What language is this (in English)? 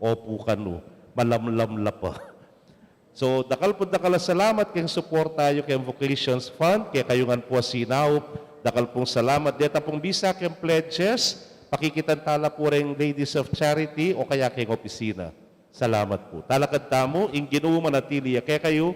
Pampanga